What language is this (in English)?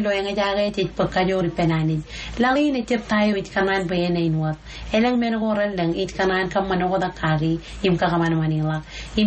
Marshallese